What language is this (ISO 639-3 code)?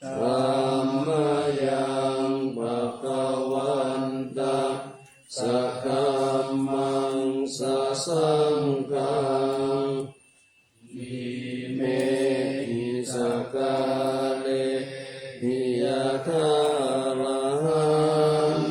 pli